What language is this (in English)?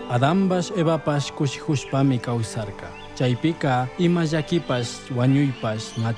Chimborazo Highland Quichua